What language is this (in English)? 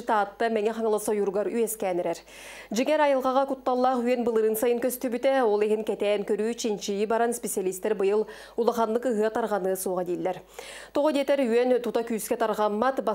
Yakut